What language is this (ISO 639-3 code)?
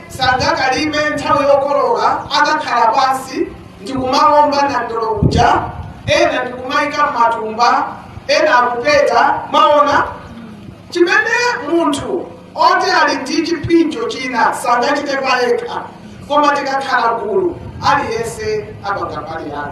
nya